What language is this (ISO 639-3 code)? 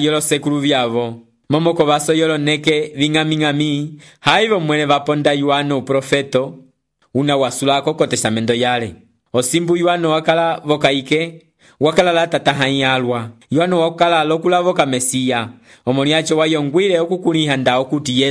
umb